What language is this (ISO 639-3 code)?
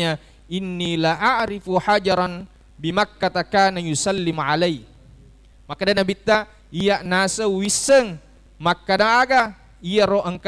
bug